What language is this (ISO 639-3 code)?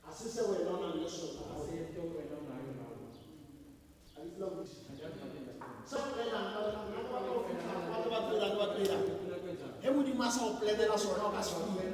tsn